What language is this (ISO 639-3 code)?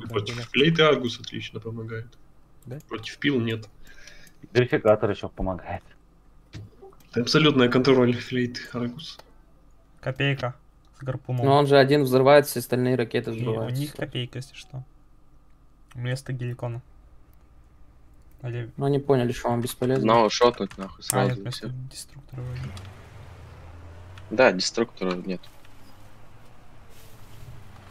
rus